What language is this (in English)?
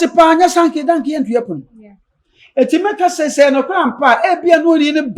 Akan